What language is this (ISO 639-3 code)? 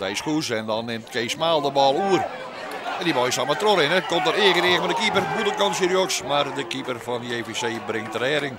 fry